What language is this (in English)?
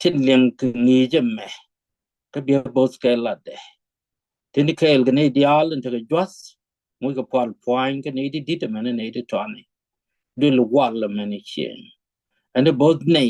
Nuer